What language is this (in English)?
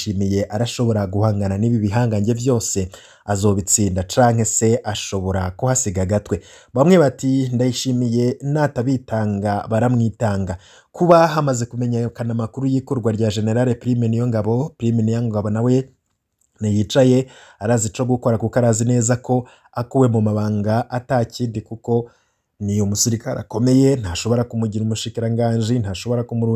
Rundi